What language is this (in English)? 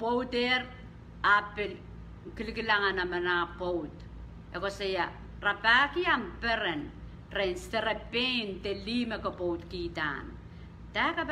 Pohnpeian